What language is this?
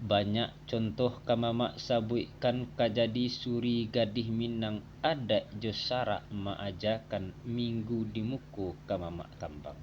Minangkabau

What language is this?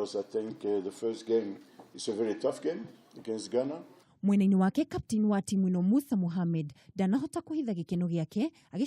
Kikuyu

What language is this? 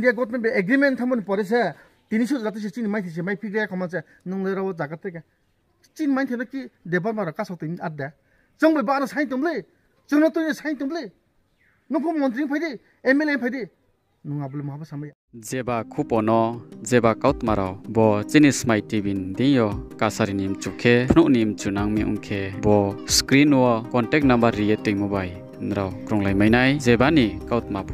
Riang (India)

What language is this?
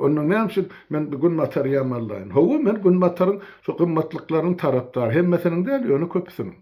Turkmen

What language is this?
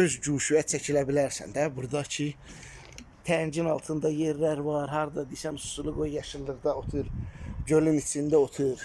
Azerbaijani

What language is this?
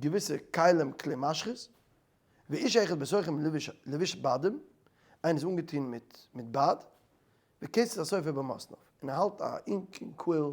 Yiddish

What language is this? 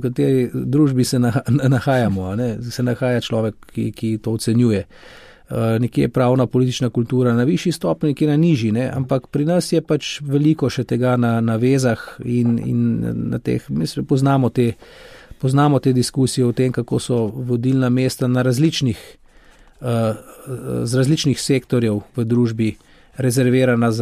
Slovenian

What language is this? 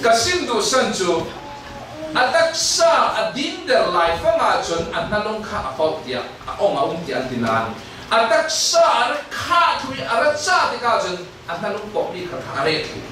Falam Chin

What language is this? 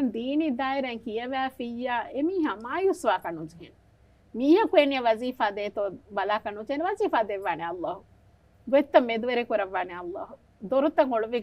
Divehi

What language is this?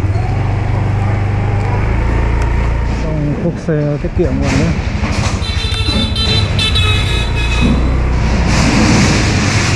Vietnamese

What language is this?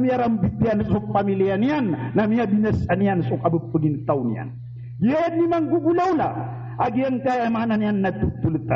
Maranao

